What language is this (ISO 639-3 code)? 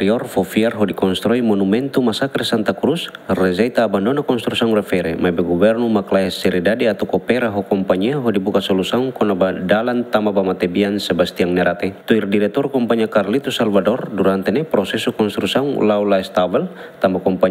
tet